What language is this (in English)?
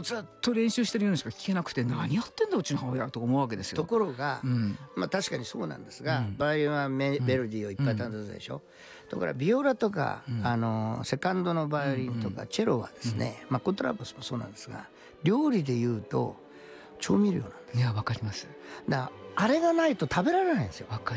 Japanese